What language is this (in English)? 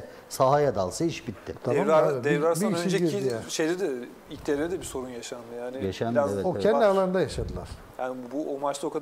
Turkish